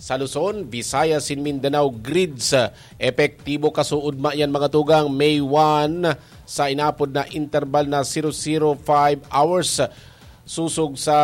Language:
Bikol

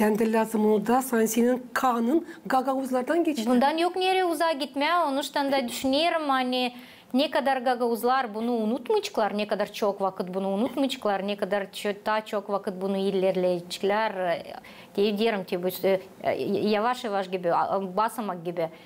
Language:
Gagauz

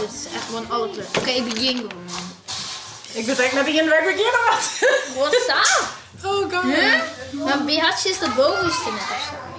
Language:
Western Frisian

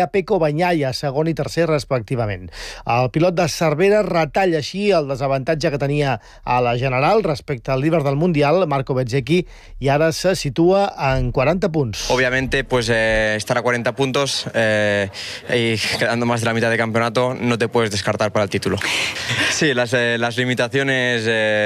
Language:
Catalan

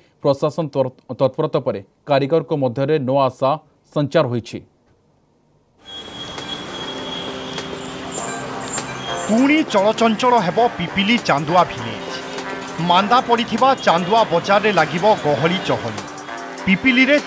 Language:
Odia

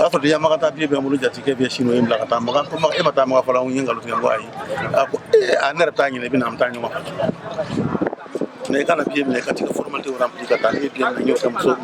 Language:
Bambara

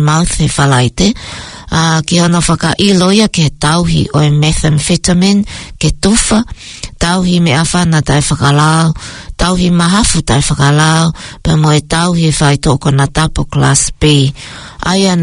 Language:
Tongan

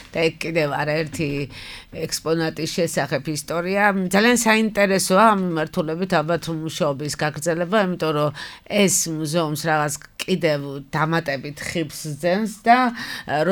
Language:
Georgian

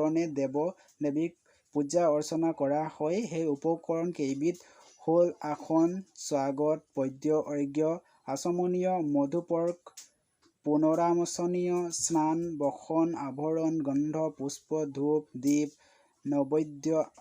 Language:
Assamese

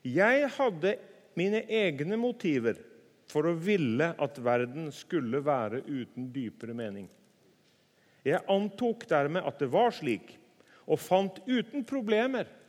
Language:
Norwegian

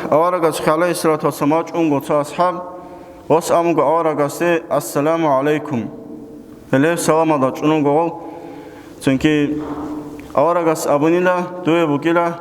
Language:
Avaric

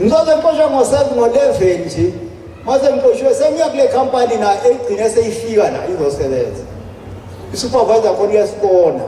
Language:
Zulu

